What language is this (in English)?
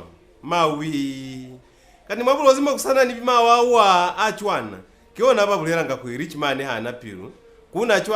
Lozi